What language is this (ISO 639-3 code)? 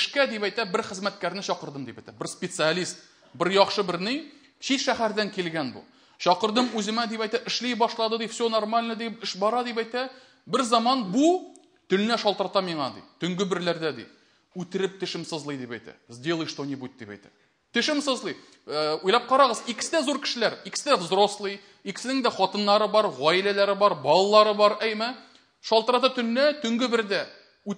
tat